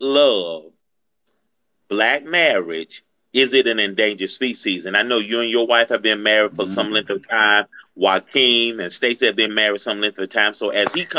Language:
English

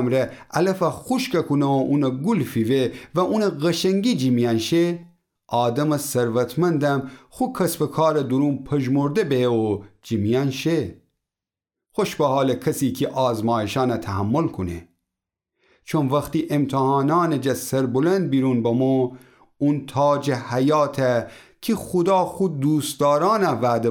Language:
Gilaki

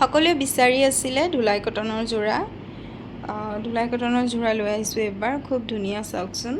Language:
Assamese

